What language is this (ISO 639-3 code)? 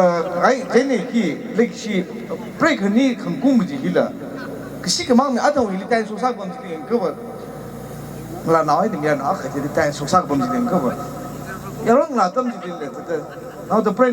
nmf